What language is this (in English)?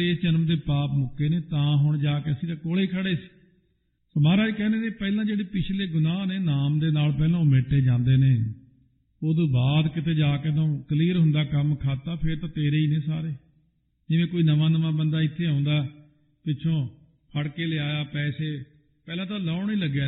Punjabi